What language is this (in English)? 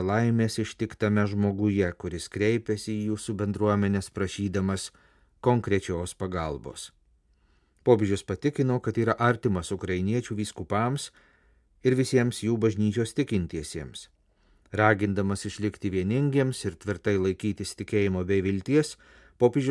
Lithuanian